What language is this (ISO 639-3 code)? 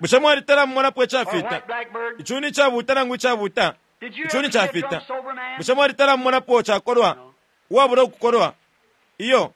bem